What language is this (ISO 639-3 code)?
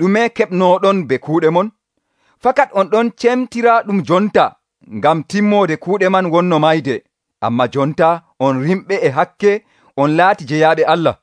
fuv